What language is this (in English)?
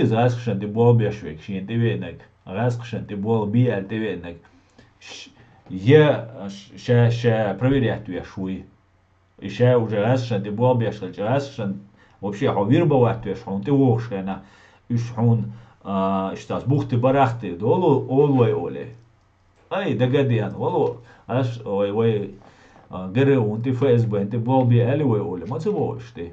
Chechen